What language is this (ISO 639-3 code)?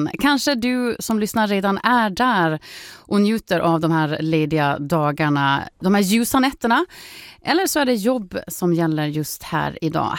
swe